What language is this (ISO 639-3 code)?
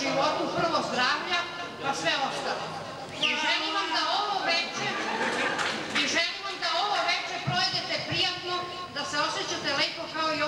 srp